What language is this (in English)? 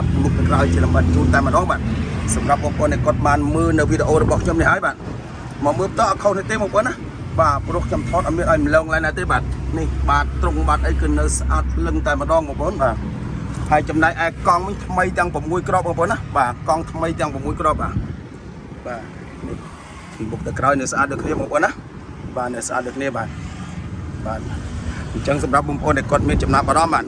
Khmer